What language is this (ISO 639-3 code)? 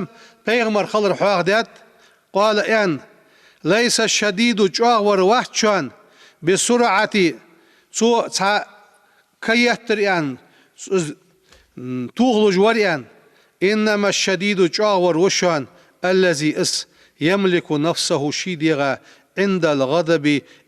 inh